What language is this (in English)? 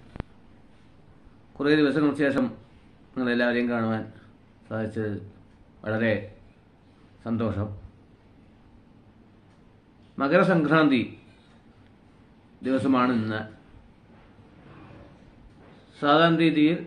Malayalam